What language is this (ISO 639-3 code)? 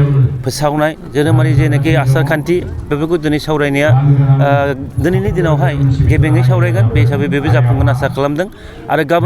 brx